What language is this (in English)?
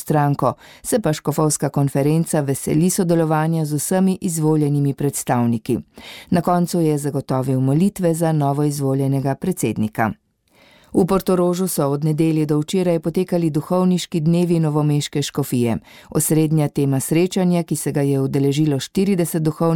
Slovenian